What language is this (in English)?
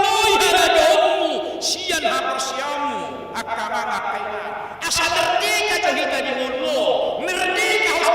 Batak Toba